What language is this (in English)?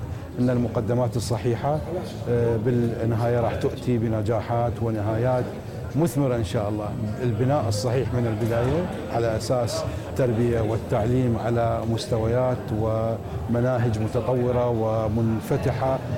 Mesopotamian Arabic